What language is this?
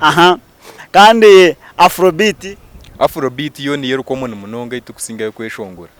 Nyankole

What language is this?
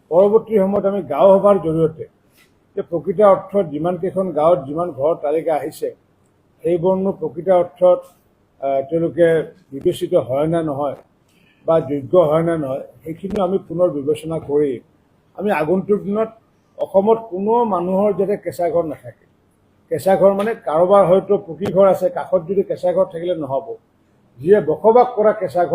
Assamese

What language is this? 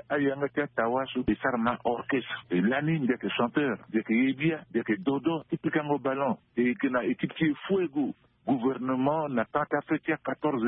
Sango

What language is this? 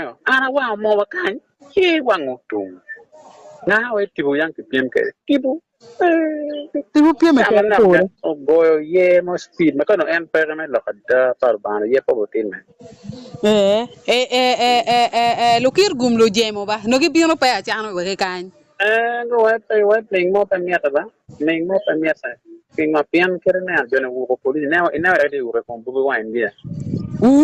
Acoli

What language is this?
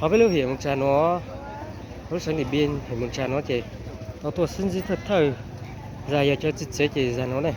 Hmong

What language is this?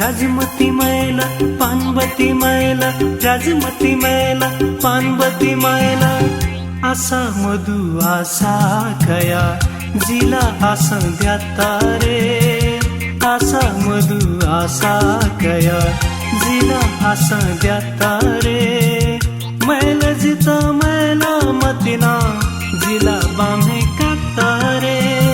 Newari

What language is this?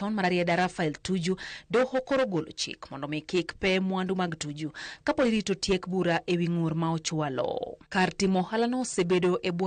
Luo (Kenya and Tanzania)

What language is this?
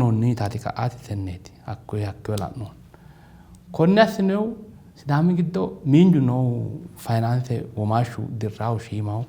Sidamo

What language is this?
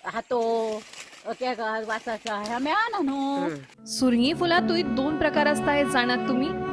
Konkani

